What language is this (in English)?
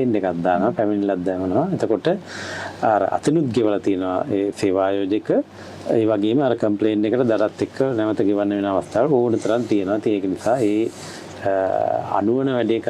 Sinhala